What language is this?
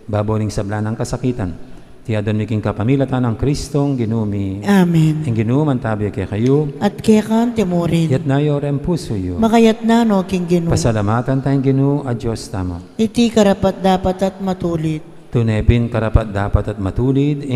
Pampanga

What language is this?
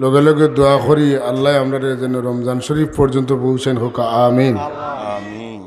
Sylheti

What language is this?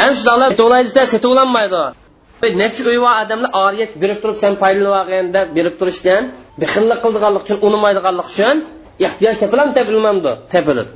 Uyghur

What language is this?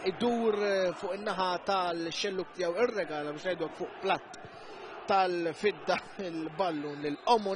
Maltese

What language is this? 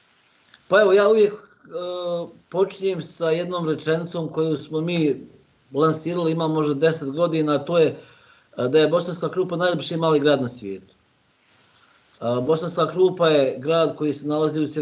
Bosnian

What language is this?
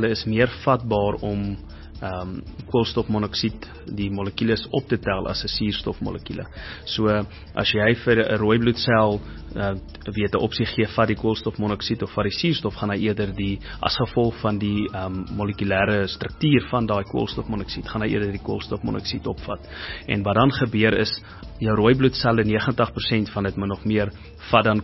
Afrikaans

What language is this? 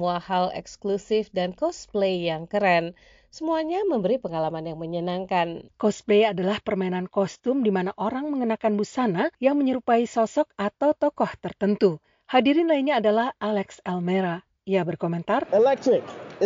Indonesian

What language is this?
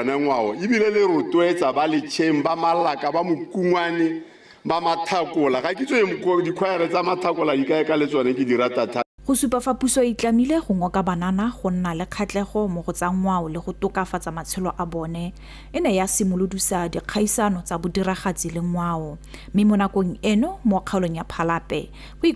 Tswana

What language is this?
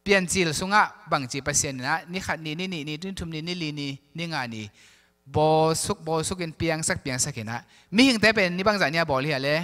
Tedim Chin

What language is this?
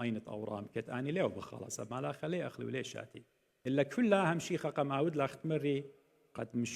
Assyrian Neo-Aramaic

